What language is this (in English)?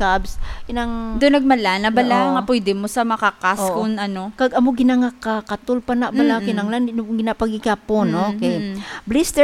Hiligaynon